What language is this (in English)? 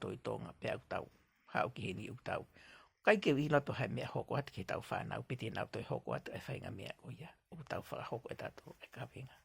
Tongan